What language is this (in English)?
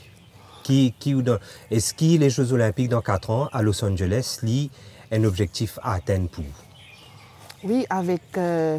Morisyen